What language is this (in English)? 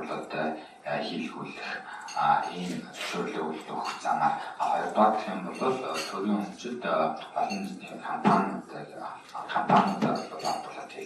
Mongolian